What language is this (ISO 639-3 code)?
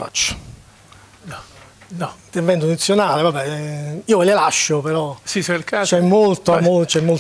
ita